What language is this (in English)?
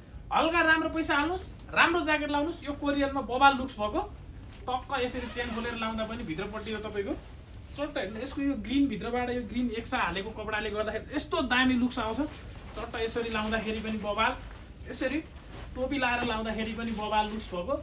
Nepali